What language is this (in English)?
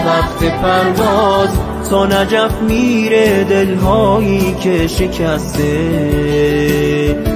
Persian